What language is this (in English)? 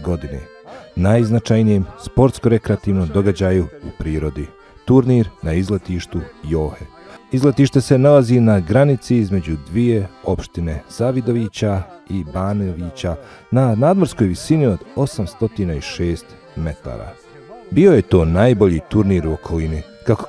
Bosnian